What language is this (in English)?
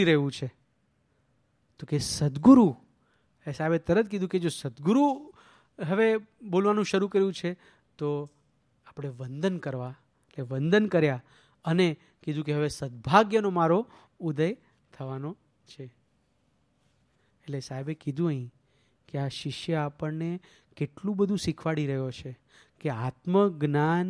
Gujarati